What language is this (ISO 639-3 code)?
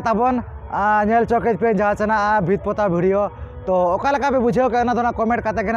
sat